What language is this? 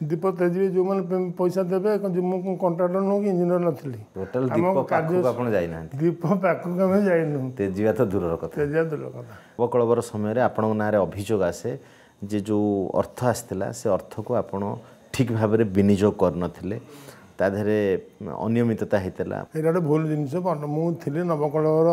Odia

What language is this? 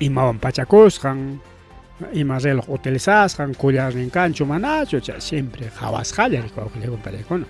Ayacucho Quechua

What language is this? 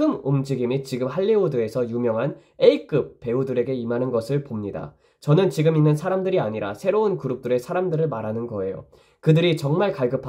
Korean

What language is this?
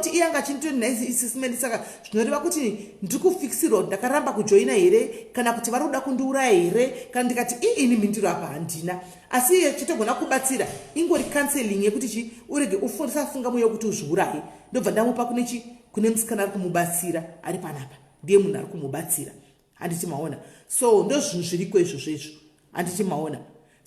Shona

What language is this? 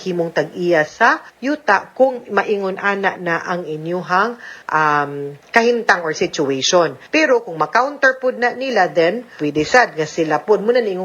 Cebuano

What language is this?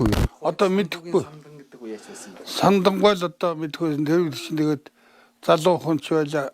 Mongolian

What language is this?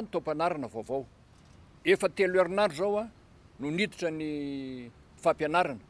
Malagasy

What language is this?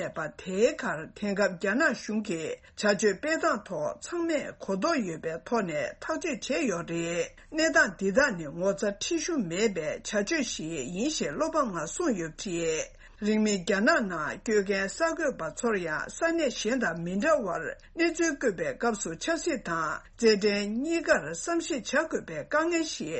Tibetan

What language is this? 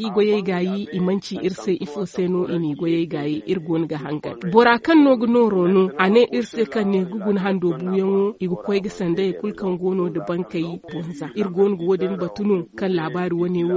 Zarma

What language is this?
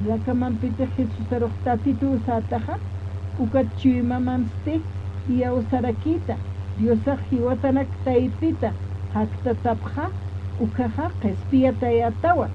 Aymara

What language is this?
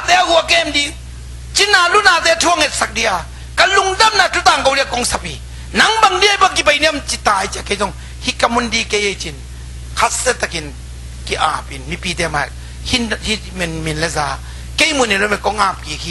Tedim Chin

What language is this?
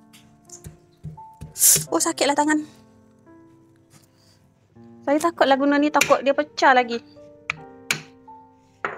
Malay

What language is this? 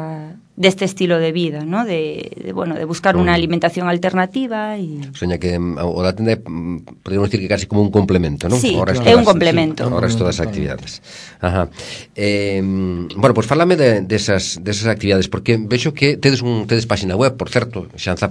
Galician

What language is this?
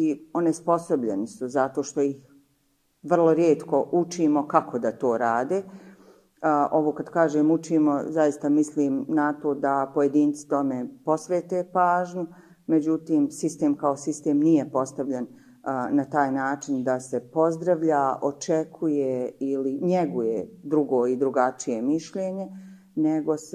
Bosnian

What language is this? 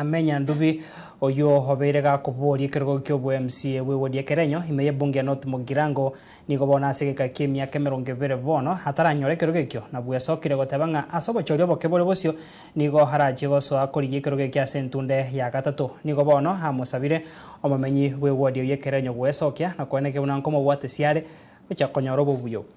Gusii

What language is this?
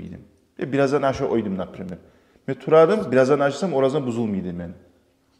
Kumyk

